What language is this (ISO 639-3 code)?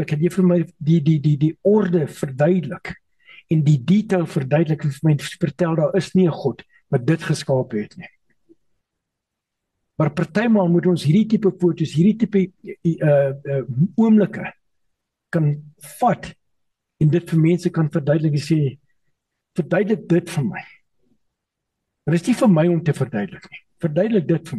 afr